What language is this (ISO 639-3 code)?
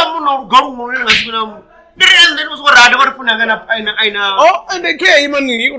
ven